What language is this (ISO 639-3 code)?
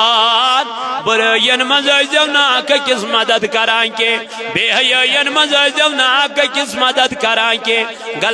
kas